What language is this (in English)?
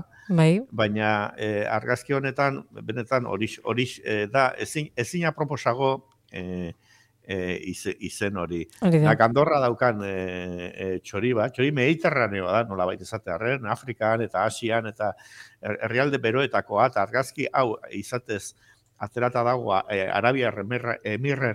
Basque